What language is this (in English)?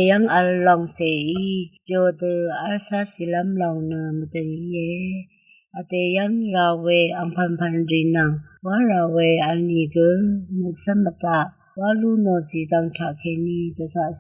Rawang